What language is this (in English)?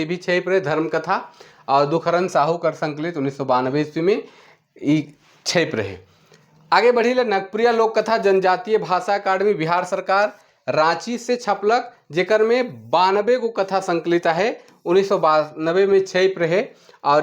Sadri